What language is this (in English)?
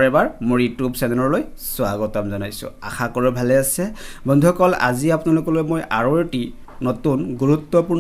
Assamese